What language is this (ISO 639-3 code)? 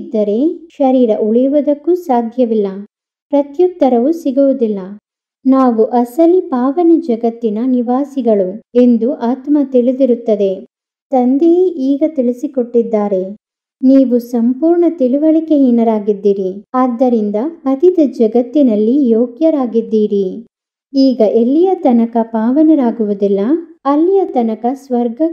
kan